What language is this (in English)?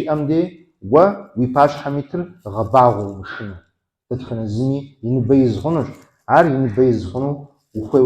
Kabardian